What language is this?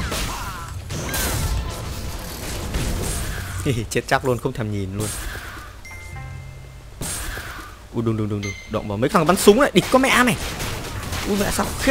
Vietnamese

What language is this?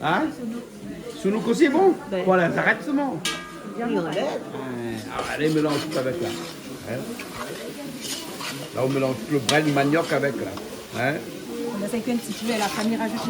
Réunion Creole French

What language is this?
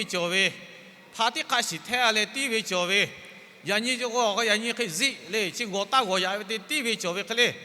Lahu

